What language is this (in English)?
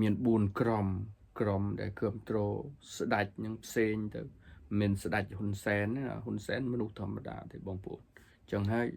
Khmer